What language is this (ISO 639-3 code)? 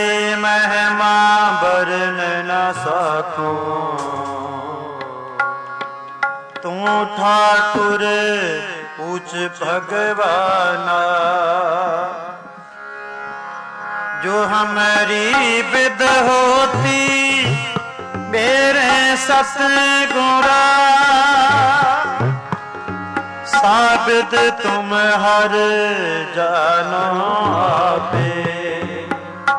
pan